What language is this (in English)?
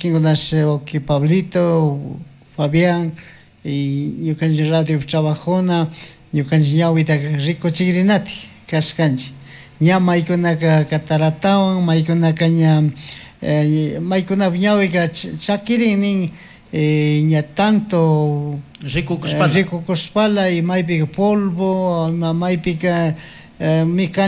Chimborazo Highland Quichua